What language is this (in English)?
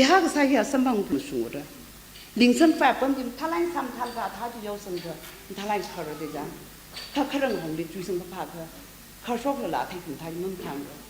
Tangkhul Naga (India)